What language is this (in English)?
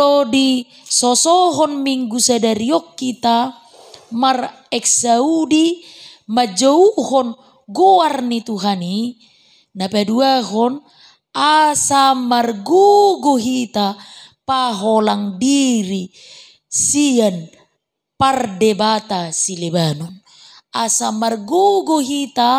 Batak Toba